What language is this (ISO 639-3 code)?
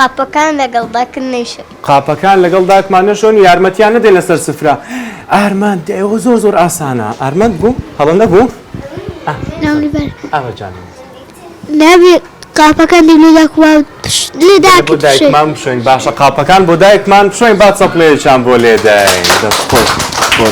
ckb